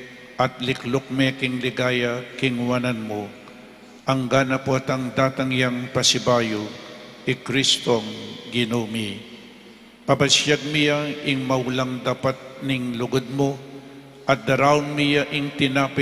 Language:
Pampanga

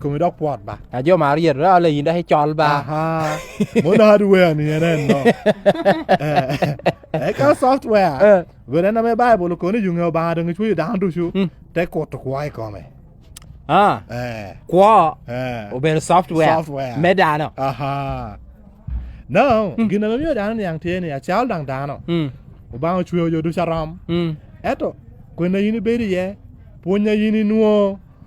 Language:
Lango (Uganda)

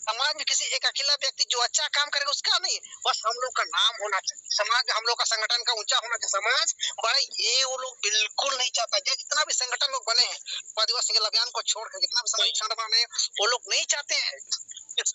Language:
Santali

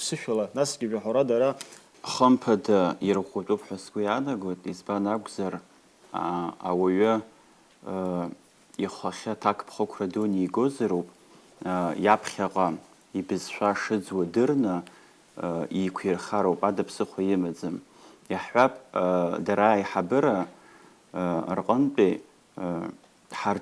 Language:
Abkhazian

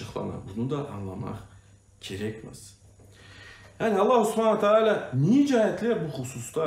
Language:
Crimean Tatar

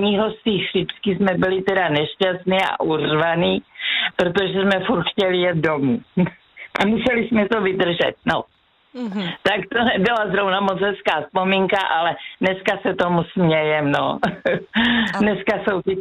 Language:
Czech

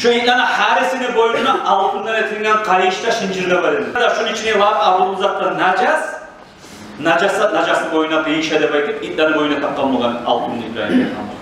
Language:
Kumyk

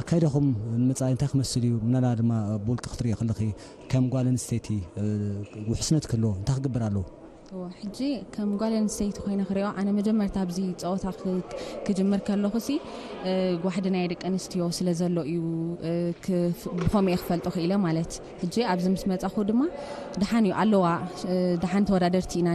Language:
Tigrinya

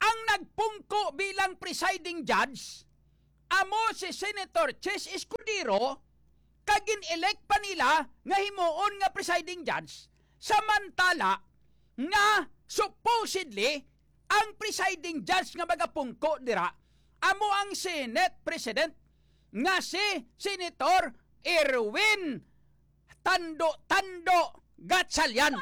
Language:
Hiligaynon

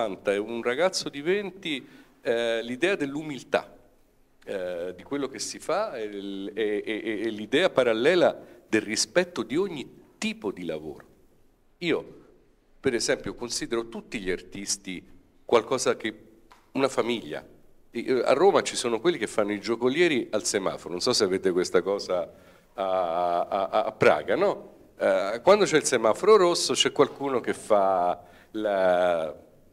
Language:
Italian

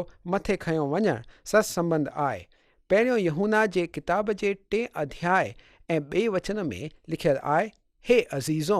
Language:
Sindhi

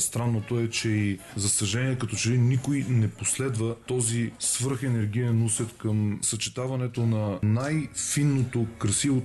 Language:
Bulgarian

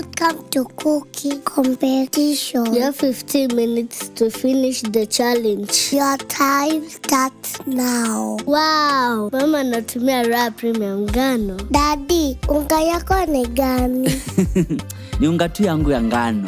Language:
Meru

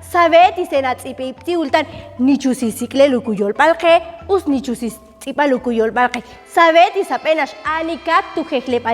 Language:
Ixil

